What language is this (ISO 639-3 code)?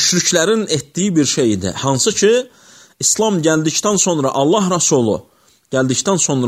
aze